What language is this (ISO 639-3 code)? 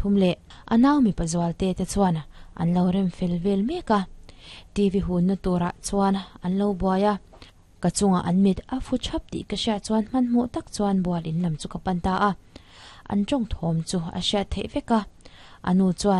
lus